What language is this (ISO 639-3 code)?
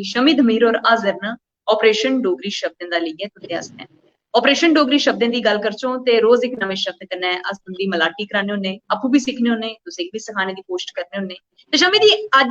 doi